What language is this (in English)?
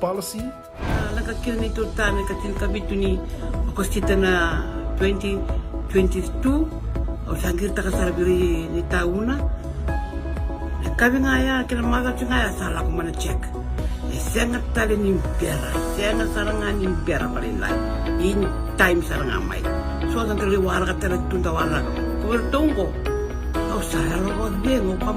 Fijian